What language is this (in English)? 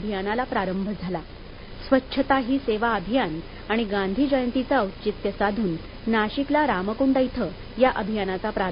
Marathi